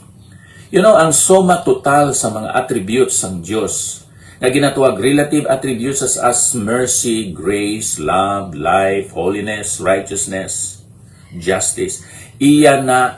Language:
Hiligaynon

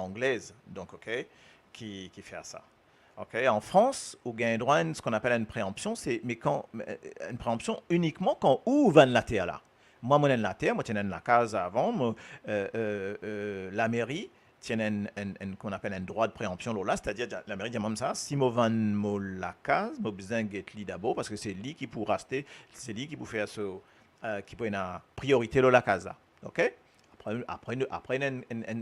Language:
Morisyen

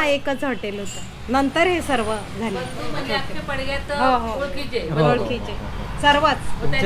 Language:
Marathi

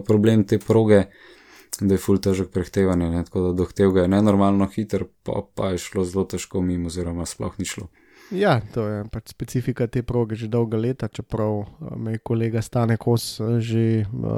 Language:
Slovenian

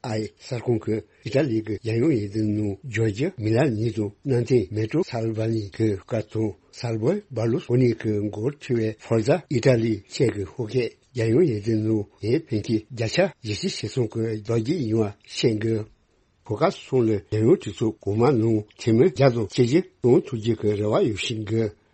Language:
Tibetan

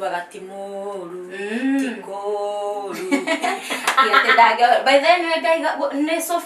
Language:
Kikuyu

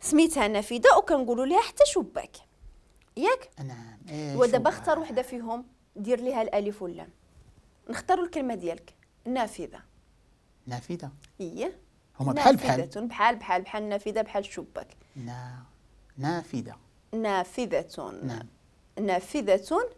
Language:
Moroccan Arabic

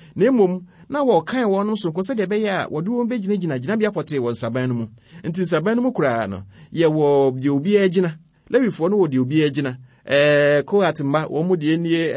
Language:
Akan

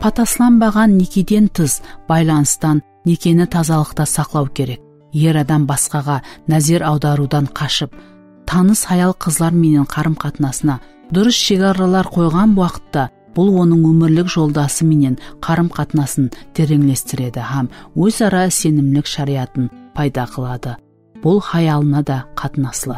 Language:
Kara-Kalpak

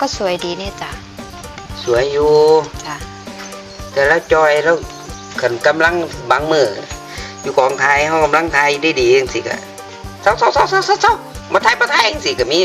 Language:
Northeastern Thai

